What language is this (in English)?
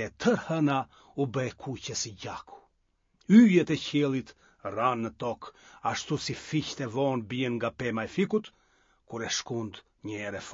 Albanian